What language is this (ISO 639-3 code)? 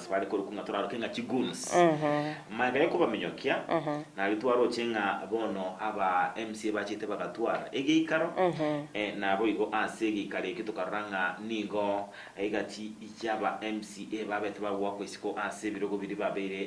guz